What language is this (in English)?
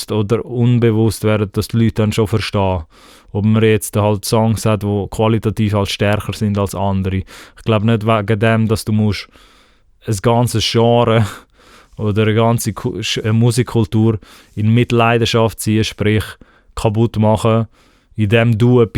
Swiss German